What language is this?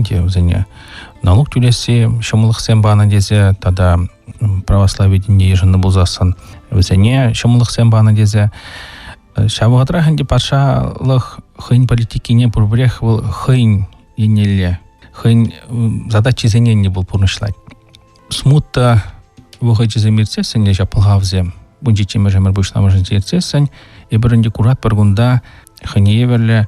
Chuvash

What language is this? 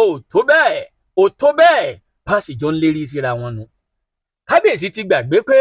Yoruba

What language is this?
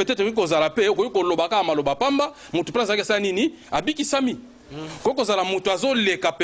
Lingala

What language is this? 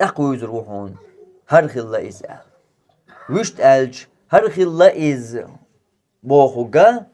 Chechen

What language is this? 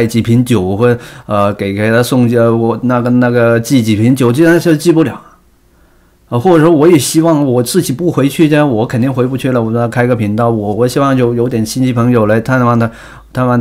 Chinese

